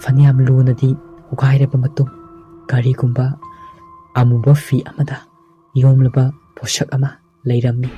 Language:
Manipuri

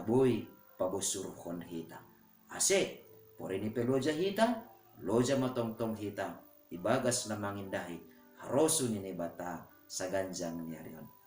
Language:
Batak Simalungun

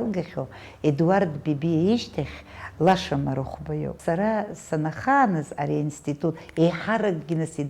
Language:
Abkhazian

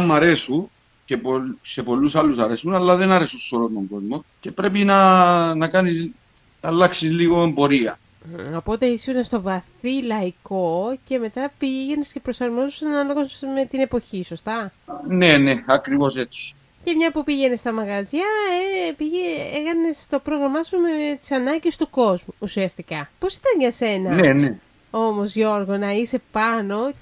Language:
Greek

